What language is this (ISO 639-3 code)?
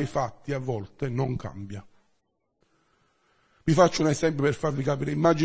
ita